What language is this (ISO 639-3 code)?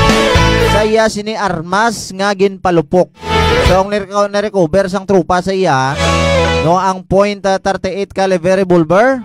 hil